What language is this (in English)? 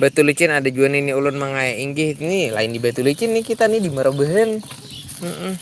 Banjar